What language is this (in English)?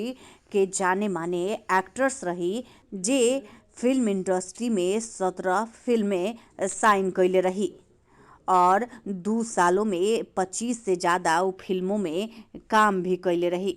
Bhojpuri